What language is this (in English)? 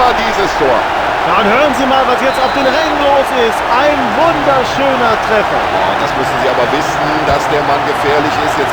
Bavarian